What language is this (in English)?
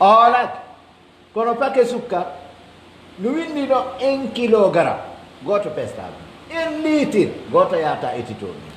Pular